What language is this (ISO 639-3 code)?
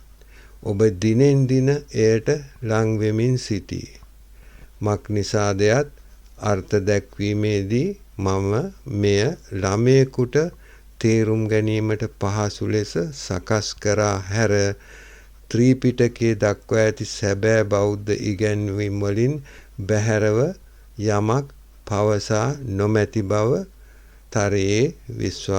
sin